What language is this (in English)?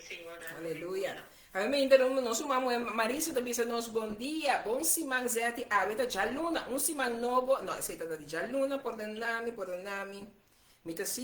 Papiamento